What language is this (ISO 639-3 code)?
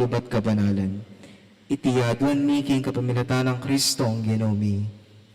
pam